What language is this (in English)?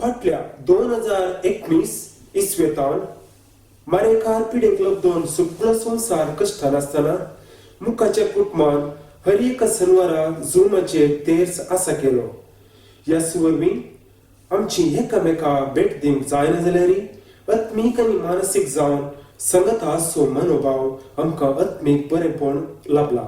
Konkani